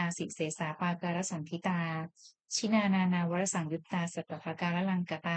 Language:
Pali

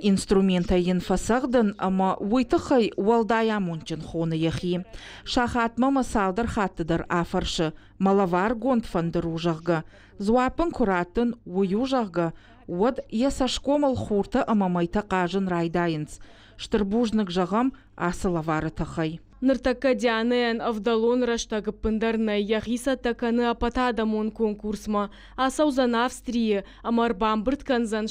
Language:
Ossetic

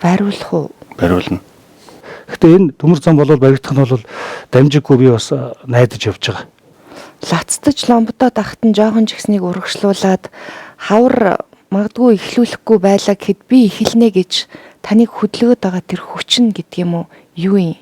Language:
Mongolian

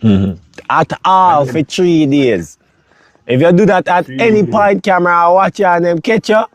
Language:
Jamaican Creole English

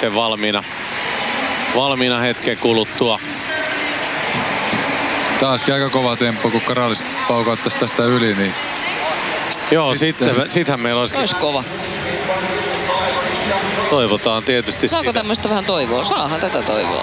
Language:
Finnish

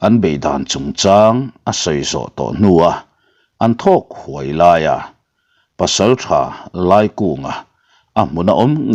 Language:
Mizo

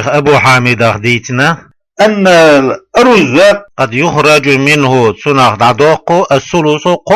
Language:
Chechen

